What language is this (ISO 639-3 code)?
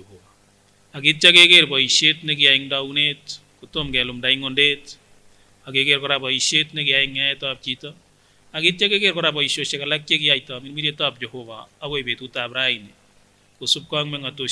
sgc